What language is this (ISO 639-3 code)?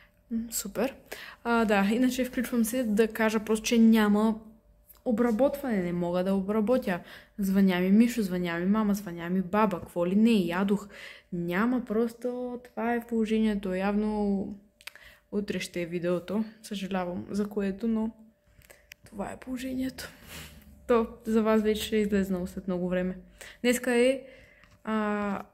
bul